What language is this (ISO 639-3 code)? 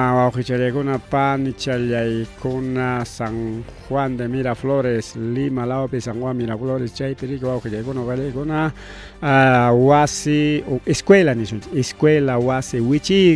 quy